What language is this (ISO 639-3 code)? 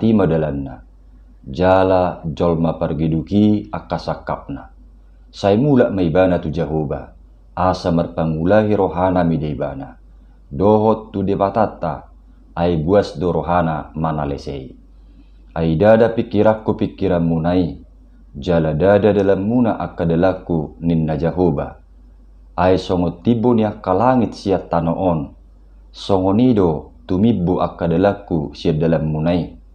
bbc